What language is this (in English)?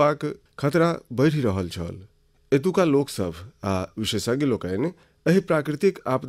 Maithili